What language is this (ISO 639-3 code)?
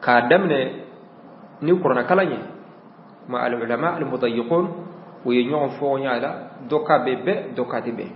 bam